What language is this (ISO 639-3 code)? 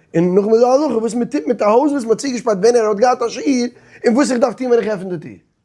yid